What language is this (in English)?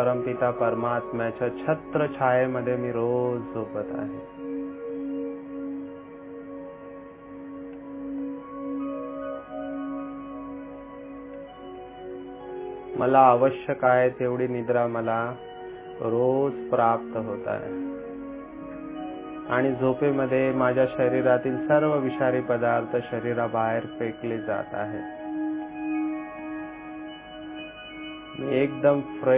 Marathi